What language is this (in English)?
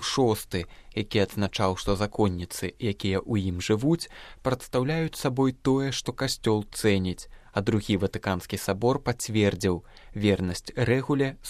Belarusian